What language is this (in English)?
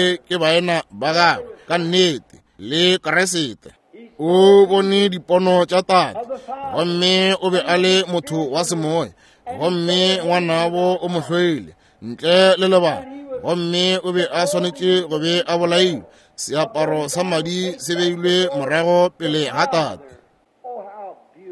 Northern Sotho